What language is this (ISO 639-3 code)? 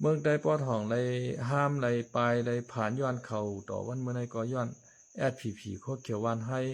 shn